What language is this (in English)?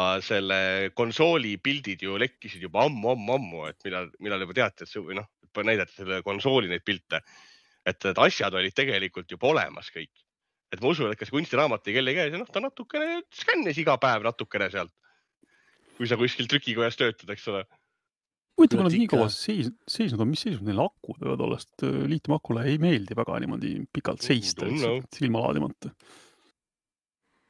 Estonian